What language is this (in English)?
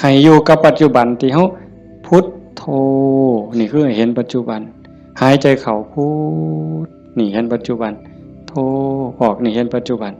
Northeastern Thai